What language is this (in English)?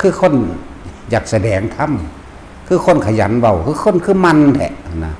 Lao